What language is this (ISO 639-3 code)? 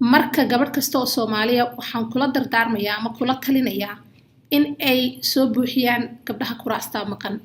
som